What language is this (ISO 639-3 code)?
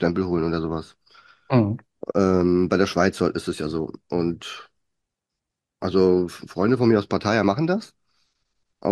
deu